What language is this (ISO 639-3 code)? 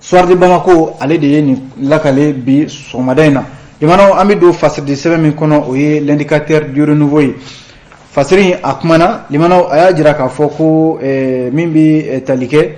bam